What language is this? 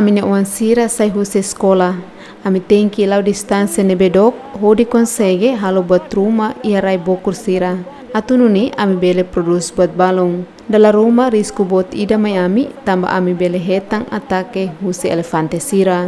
Tetum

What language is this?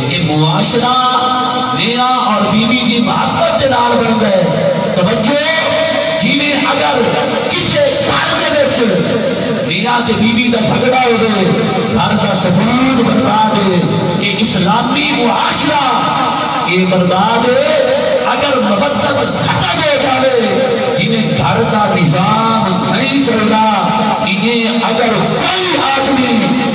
Saraiki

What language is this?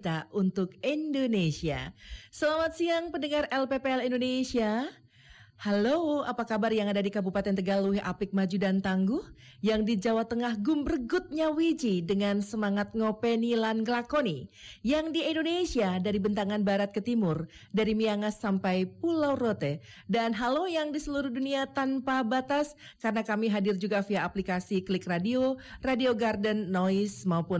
Indonesian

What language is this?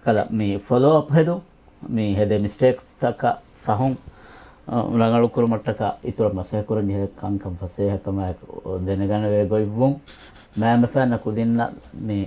Divehi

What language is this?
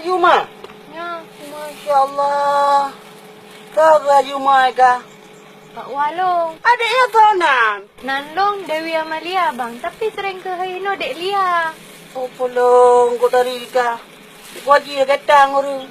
Achinese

